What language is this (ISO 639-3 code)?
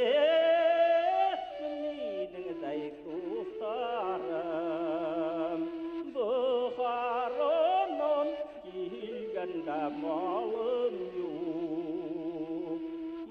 bak